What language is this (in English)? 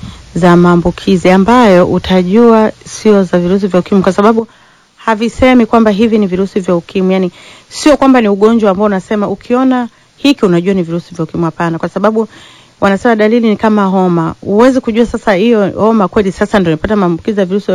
Swahili